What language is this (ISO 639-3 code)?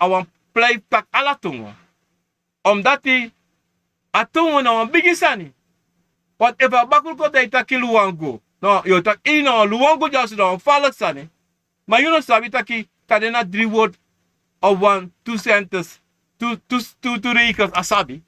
srn